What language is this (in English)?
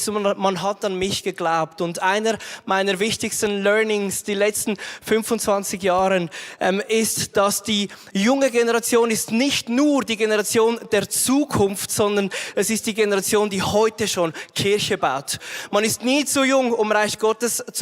Swiss German